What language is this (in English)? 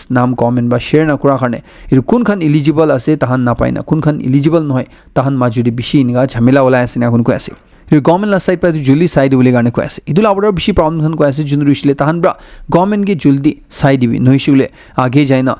Naga Pidgin